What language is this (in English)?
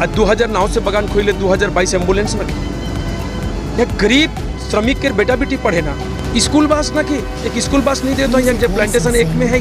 Sadri